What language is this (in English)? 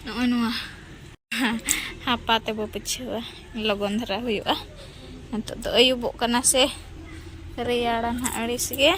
Santali